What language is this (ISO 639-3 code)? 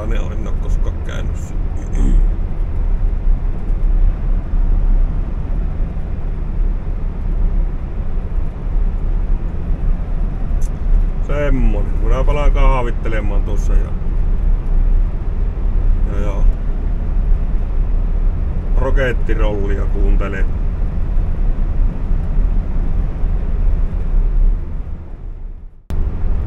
fin